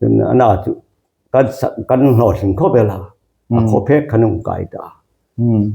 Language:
Hmar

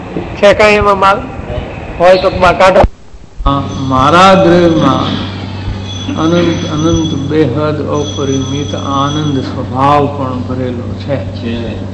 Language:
Gujarati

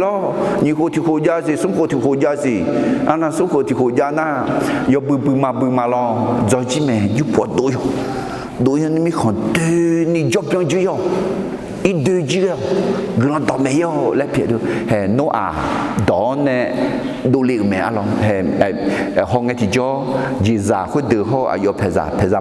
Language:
Akha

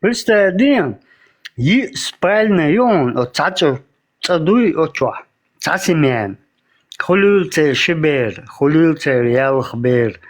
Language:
Chechen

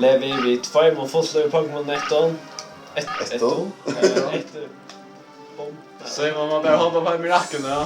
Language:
Faroese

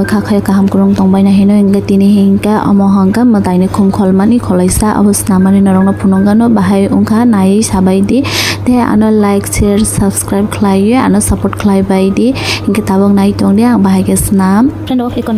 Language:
Kok Borok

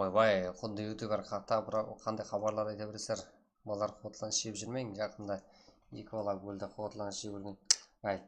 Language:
Kara-Kalpak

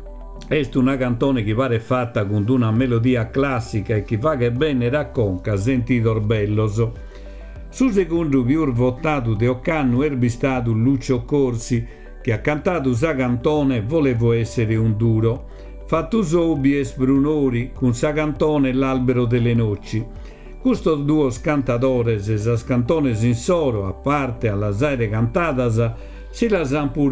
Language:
Sardinian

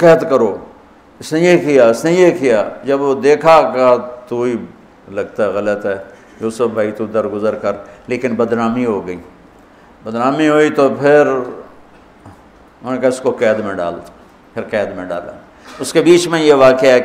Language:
Hindi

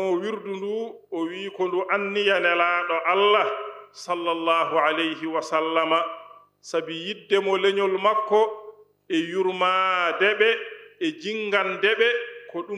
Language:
Fula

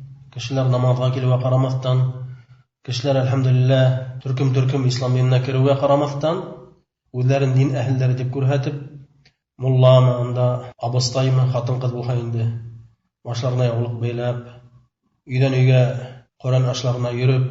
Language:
Bashkir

